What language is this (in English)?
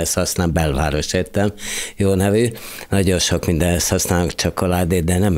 Hungarian